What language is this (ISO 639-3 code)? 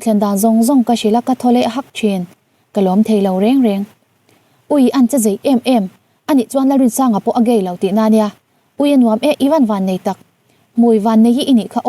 lus